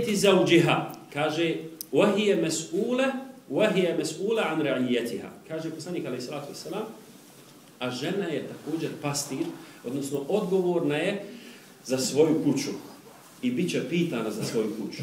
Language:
Bosnian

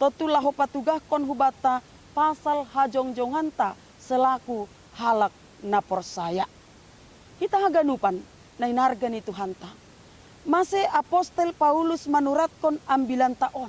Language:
Batak Simalungun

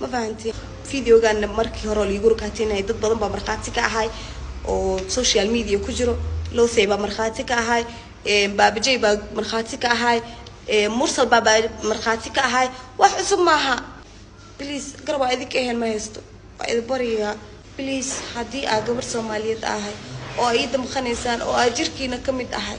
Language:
Somali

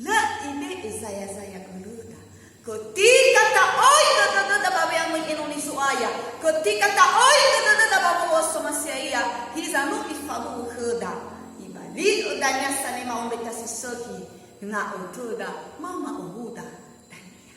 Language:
Nias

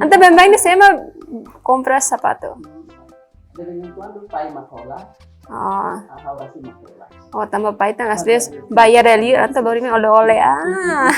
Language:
Tetum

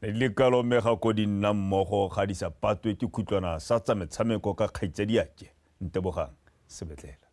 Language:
Tswana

